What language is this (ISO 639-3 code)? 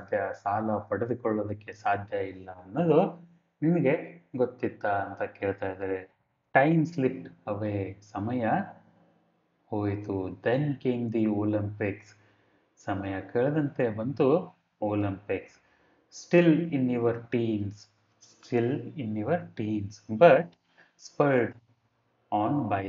kan